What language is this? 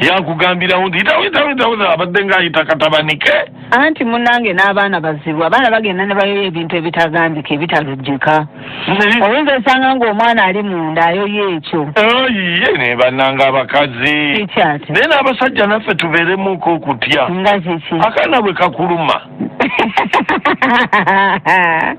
Ganda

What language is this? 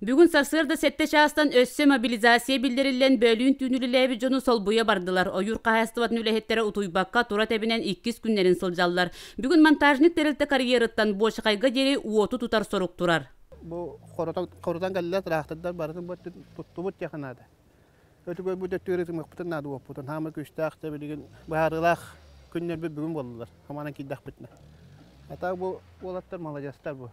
Yakut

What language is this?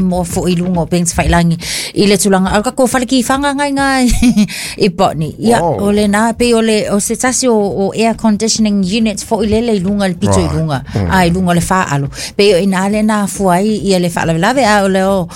Samoan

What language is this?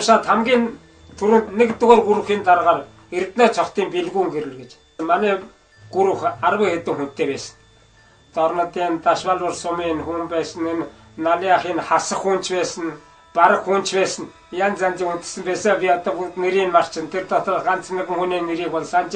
Mongolian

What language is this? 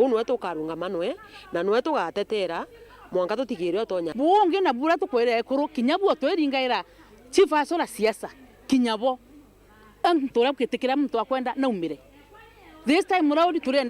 Meru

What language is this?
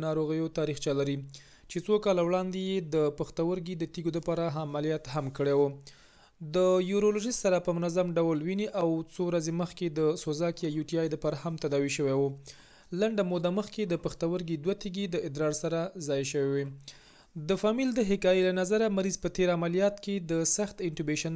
Pashto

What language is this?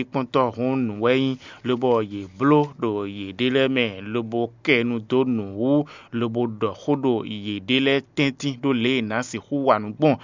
Fon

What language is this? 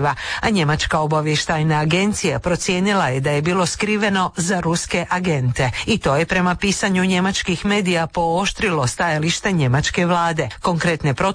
Croatian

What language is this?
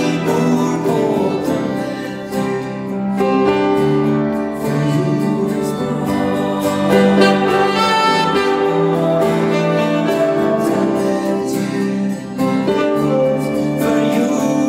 Swedish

